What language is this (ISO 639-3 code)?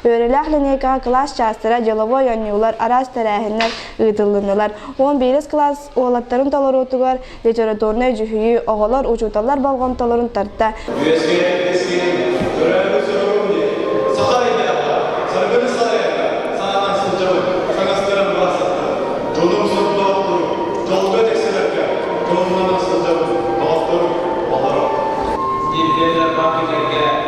sah